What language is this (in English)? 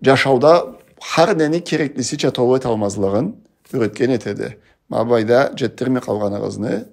Karachay-Balkar